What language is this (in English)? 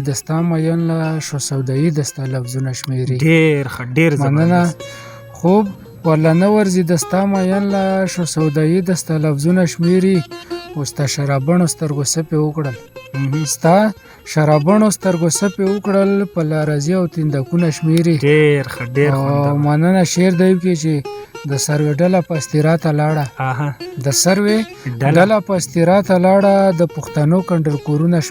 Pashto